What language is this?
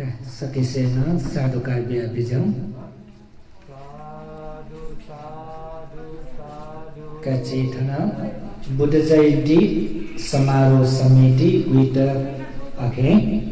Newari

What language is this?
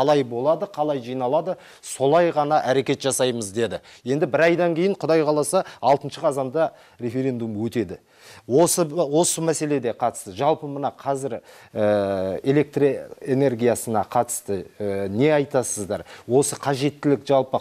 Kazakh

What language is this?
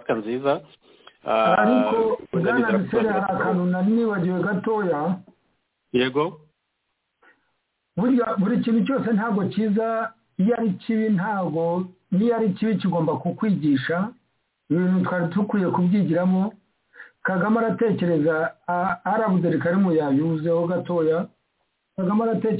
Kinyarwanda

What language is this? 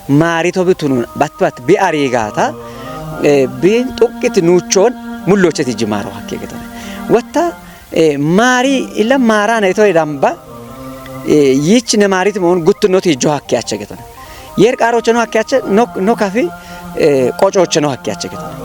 Kafa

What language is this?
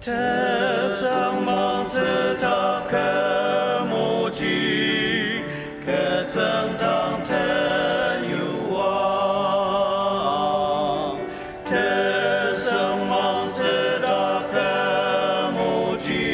Ao Naga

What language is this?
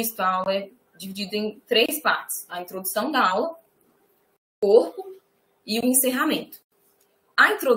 Portuguese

